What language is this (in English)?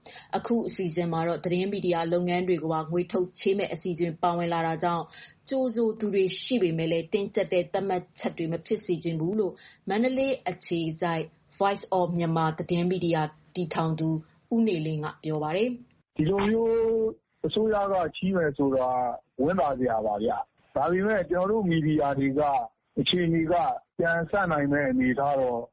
Burmese